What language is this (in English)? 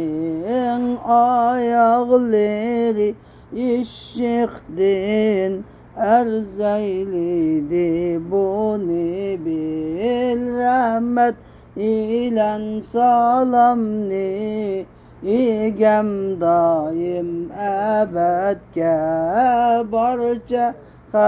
Uyghur